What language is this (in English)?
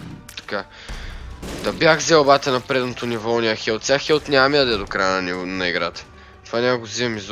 Bulgarian